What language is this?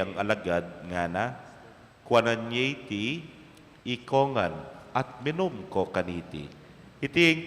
Pampanga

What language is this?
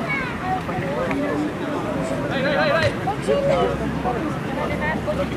Czech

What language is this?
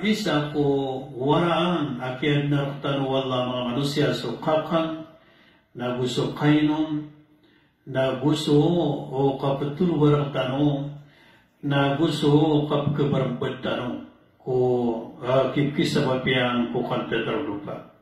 Maranao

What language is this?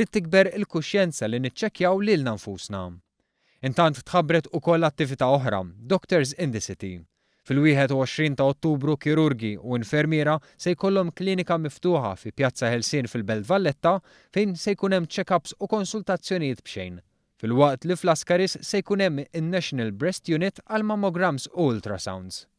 Maltese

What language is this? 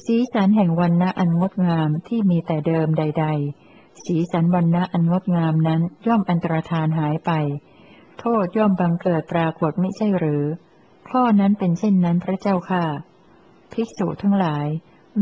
Thai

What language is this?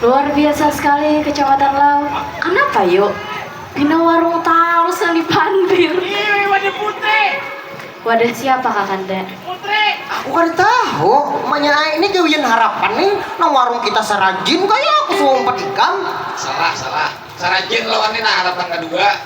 Banjar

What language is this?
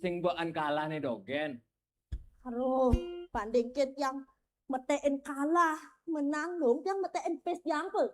Balinese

